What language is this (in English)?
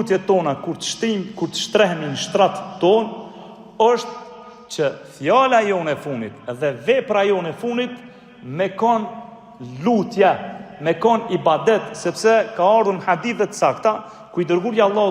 Albanian